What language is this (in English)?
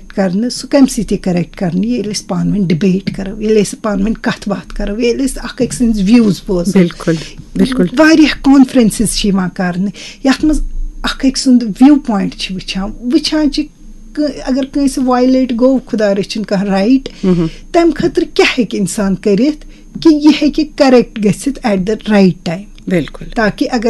Kashmiri